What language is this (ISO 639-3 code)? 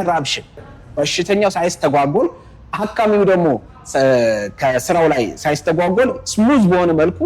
amh